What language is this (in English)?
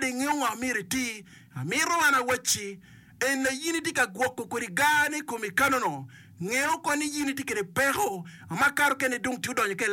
Acoli